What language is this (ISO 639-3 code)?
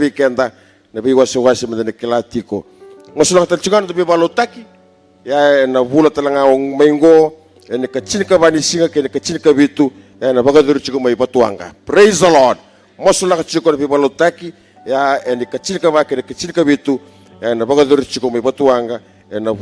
fij